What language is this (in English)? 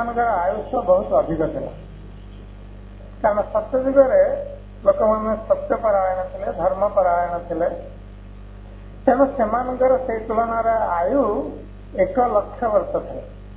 Odia